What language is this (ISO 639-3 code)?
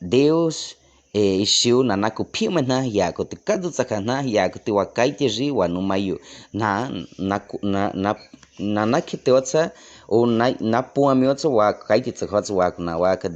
bwi